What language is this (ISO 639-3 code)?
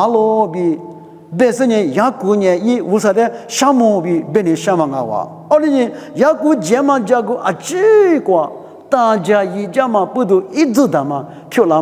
lis